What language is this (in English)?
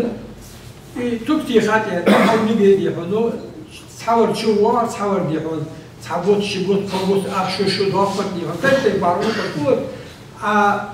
Ingush